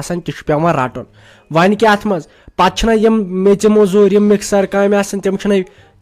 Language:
Kashmiri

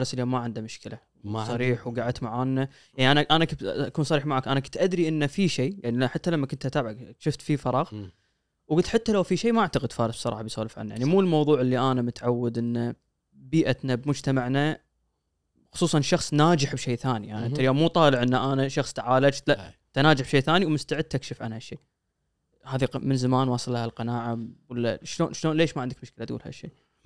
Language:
Gulf Arabic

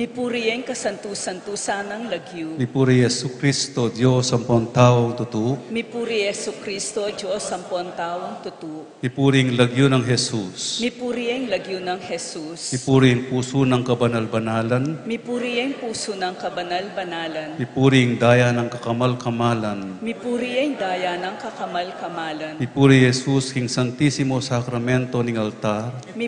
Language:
Pampanga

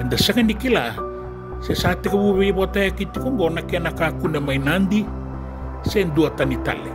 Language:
Fijian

